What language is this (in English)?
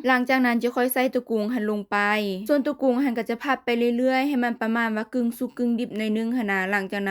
Lao